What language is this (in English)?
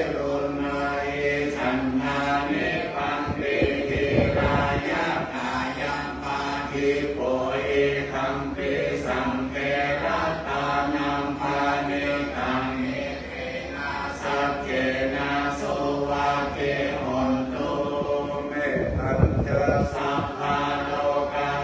Pali